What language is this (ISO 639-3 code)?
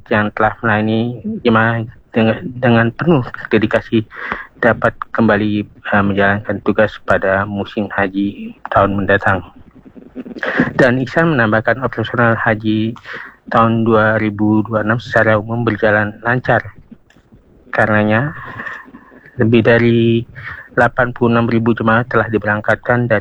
ind